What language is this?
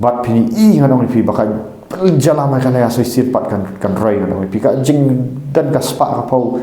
Khasi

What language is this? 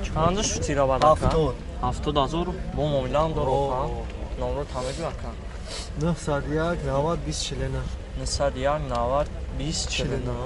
Tajik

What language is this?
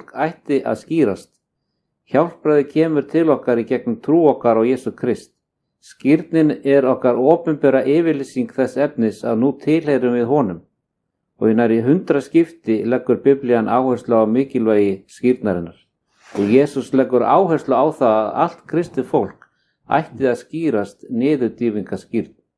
Icelandic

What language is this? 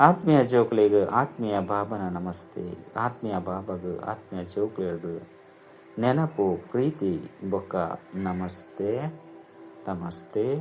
Tulu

